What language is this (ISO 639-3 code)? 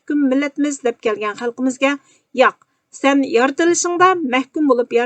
uig